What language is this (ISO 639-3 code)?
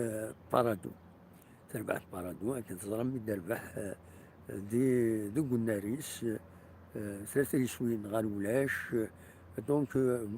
kab